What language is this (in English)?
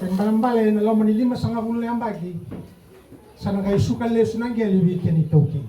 Fijian